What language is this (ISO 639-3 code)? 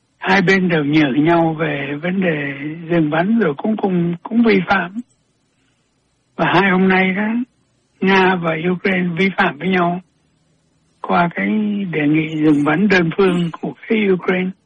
vie